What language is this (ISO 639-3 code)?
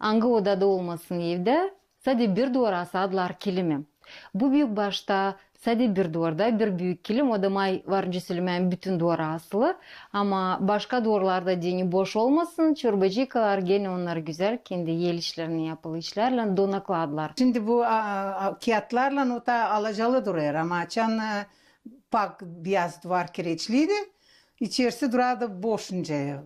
gag